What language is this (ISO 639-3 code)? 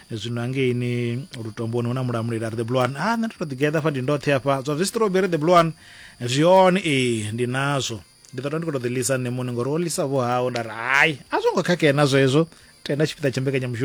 ven